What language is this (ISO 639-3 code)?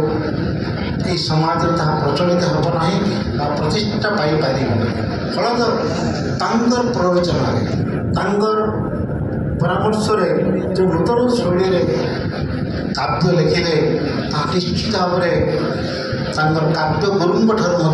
ori